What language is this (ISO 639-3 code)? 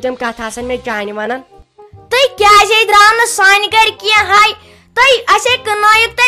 kas